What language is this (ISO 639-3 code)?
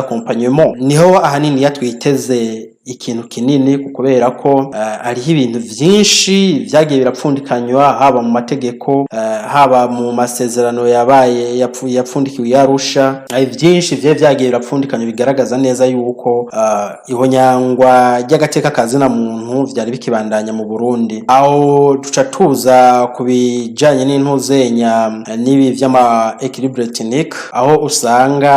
run